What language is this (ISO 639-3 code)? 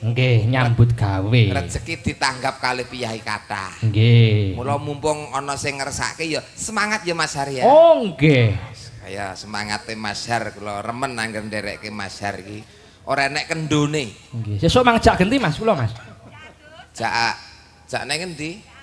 jav